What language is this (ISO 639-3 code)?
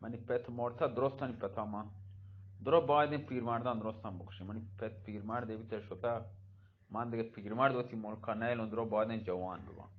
bgp